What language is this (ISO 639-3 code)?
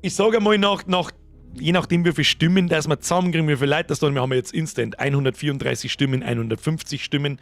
bar